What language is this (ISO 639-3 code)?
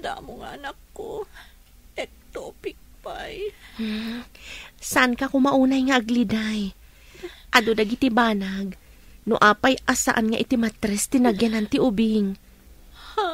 ilo